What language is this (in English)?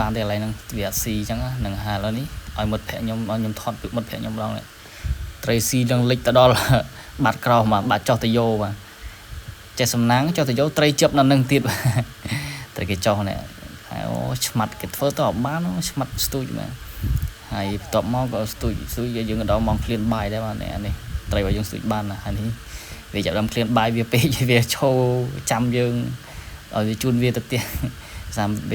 Khmer